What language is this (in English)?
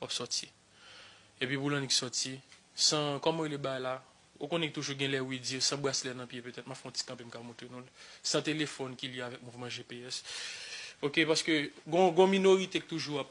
Haitian Creole